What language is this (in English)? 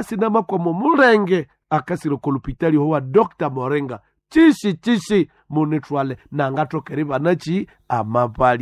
Nande